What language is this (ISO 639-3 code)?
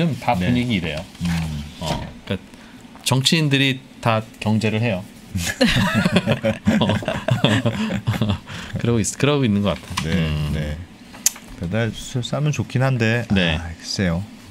kor